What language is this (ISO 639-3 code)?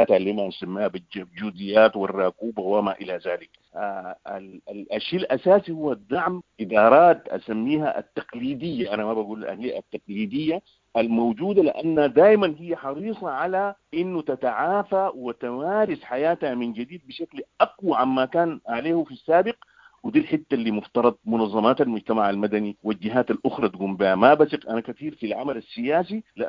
apd